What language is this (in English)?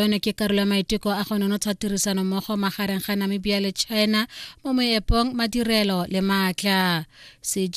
Tswana